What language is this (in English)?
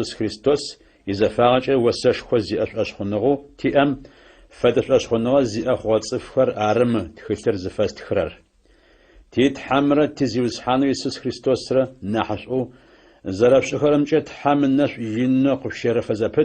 Adyghe